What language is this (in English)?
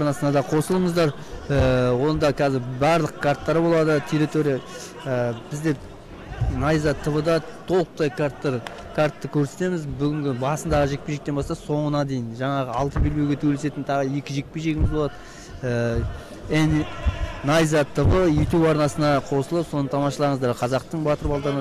Kazakh